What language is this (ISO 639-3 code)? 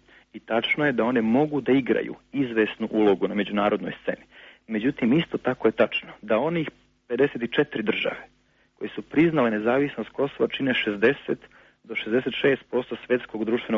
srp